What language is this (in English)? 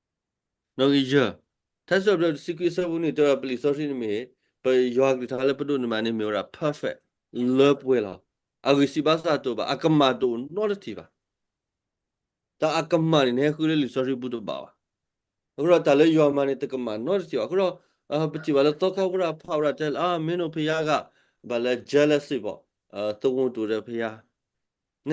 S'gaw Karen